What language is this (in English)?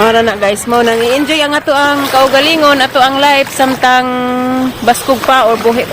Cebuano